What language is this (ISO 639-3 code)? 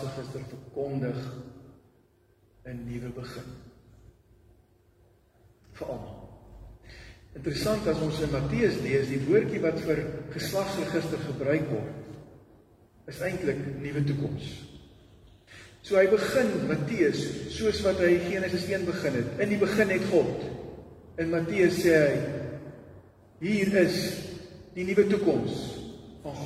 afr